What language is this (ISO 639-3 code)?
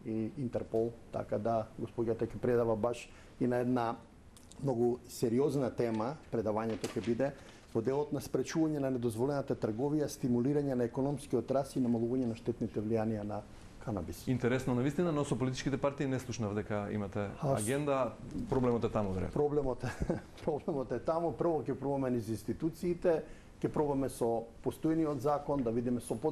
mkd